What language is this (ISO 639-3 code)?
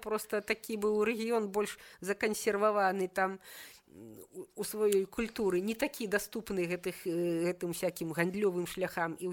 bel